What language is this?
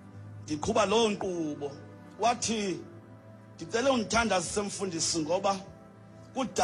Xhosa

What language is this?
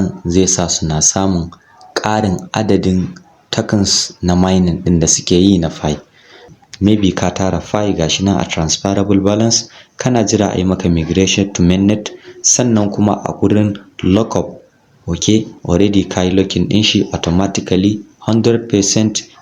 Hausa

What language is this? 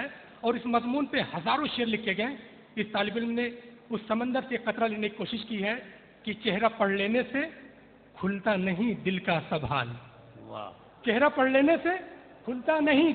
Urdu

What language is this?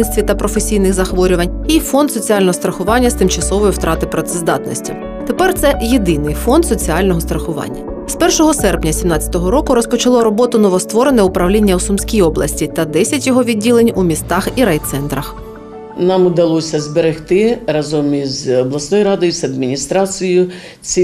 Ukrainian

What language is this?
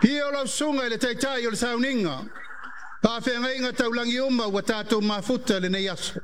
Samoan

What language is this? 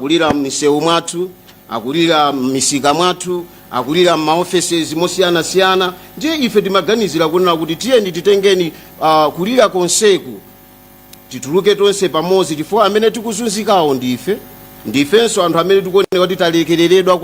Nyanja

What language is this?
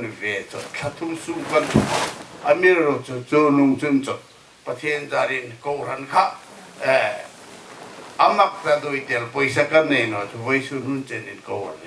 Hmar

